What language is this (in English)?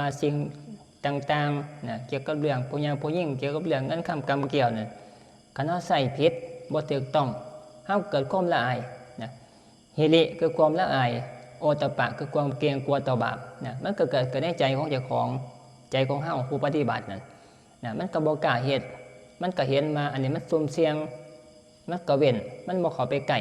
Northeastern Thai